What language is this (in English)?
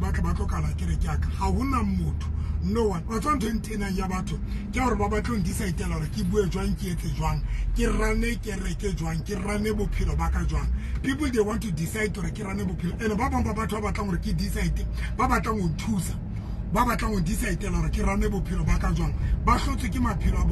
Tswana